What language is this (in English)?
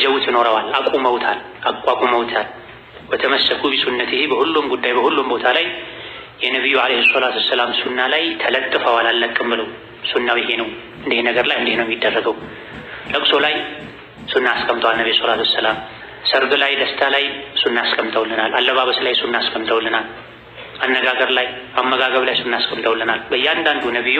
Amharic